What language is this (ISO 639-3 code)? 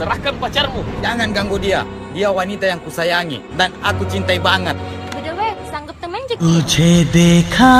mfp